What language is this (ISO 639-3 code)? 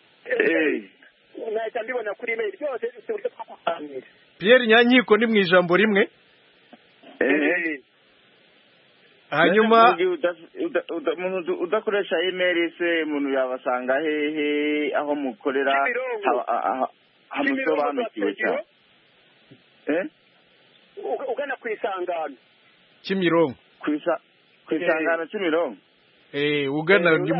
kin